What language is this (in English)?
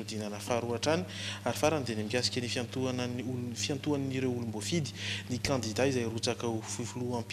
Malagasy